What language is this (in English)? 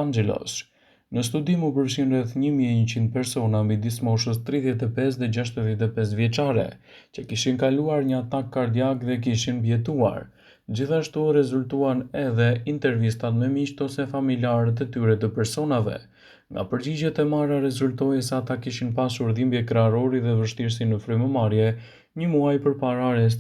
Albanian